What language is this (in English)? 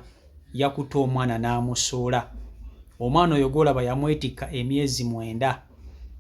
Ganda